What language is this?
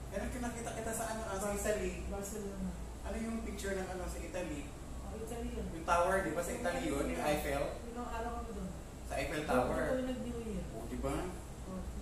Filipino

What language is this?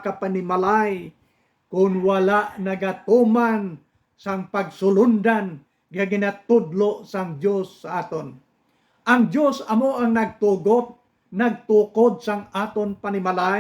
Hiligaynon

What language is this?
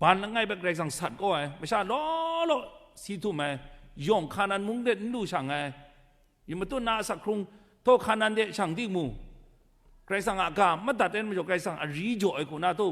Kachin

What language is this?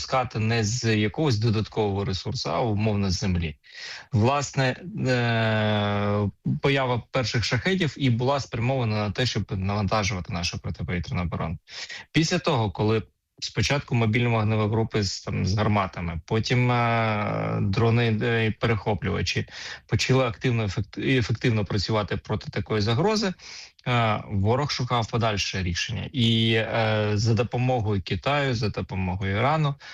Ukrainian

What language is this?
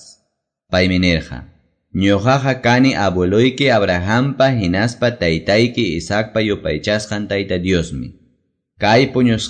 Quechua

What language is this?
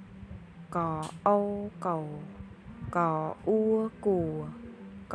Khmer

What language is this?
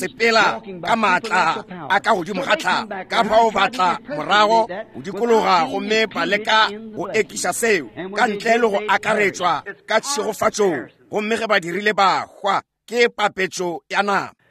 Northern Sotho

